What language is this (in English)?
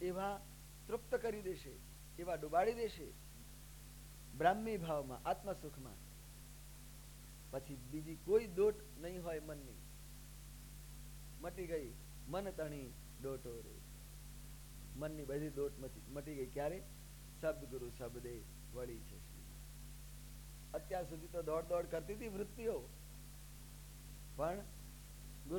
Gujarati